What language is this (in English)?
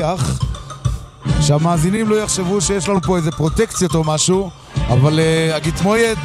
Hebrew